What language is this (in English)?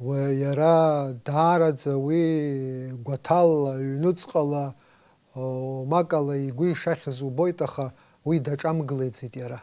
Abkhazian